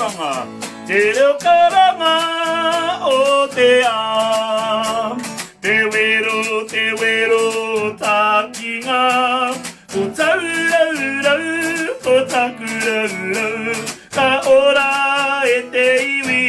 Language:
Māori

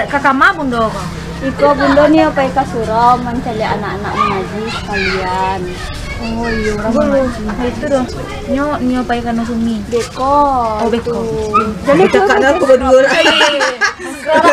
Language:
Minangkabau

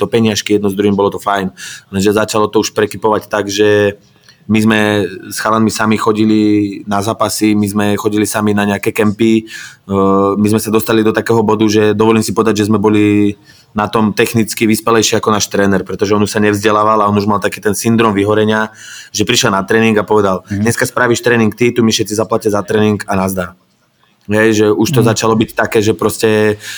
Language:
Slovak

